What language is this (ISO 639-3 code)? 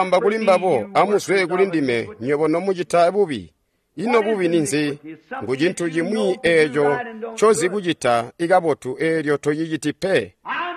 toi